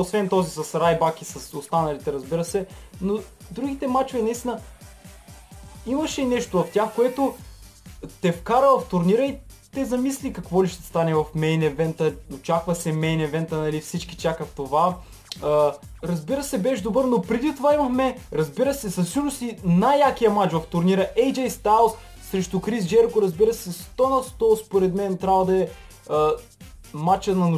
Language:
Bulgarian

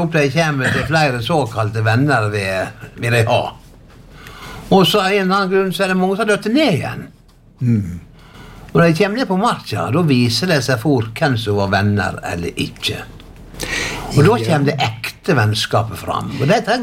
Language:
Norwegian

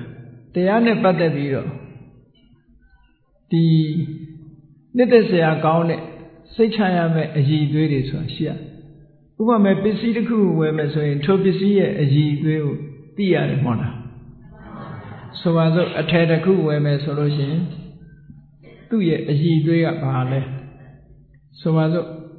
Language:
Burmese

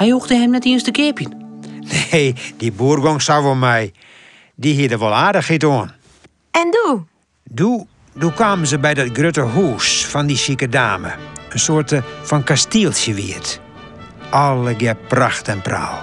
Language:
Western Frisian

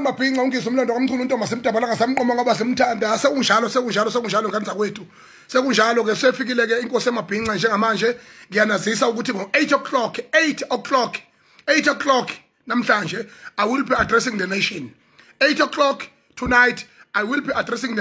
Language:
Zulu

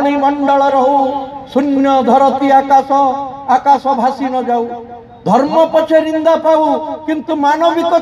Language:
Odia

